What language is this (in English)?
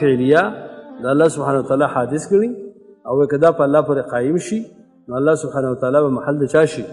Pashto